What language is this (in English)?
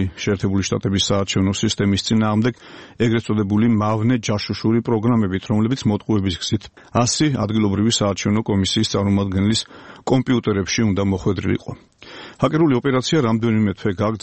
Georgian